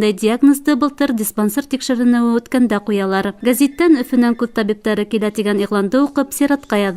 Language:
Bashkir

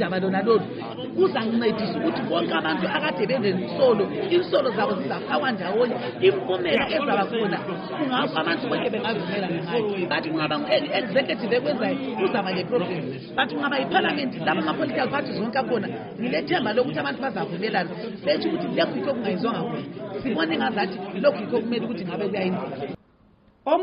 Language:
North Ndebele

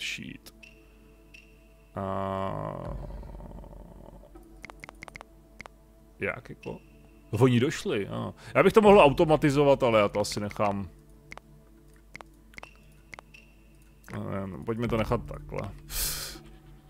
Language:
Czech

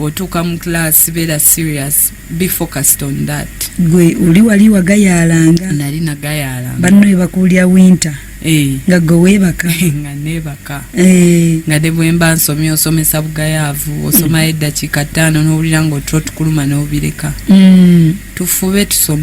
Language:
Ganda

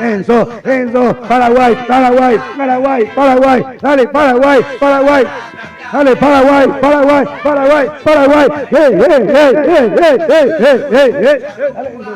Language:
Guarani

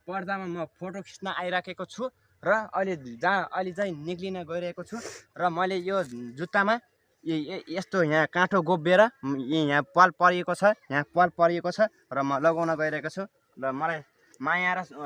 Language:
Nepali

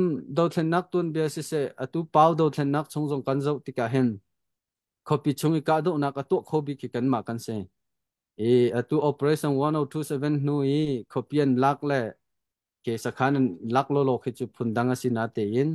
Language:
Hakha Chin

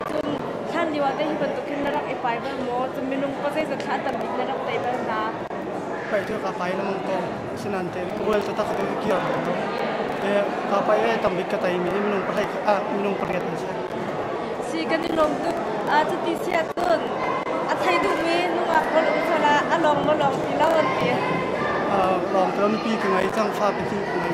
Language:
Hakha Chin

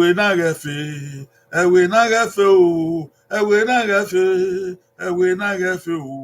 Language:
Bini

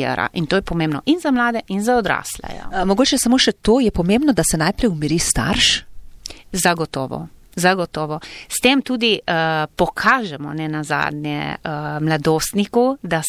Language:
Slovenian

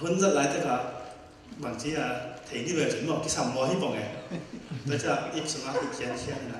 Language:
Tedim Chin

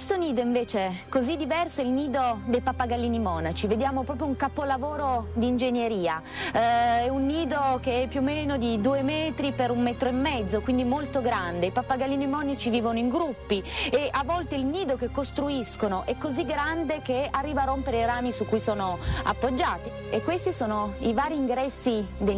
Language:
Italian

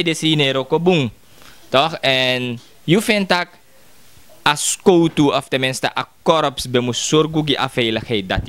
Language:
Sranan Tongo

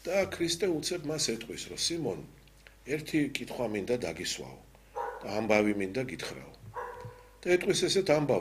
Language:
Georgian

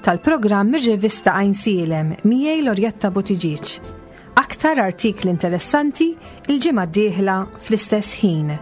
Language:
Maltese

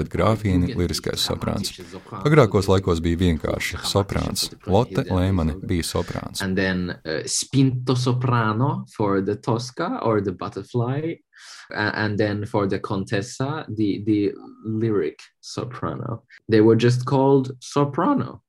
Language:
Latvian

